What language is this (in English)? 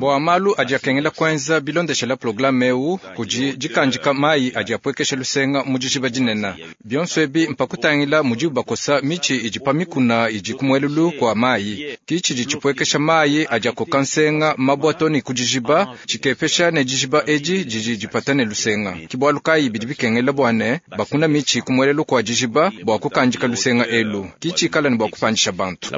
Luba-Lulua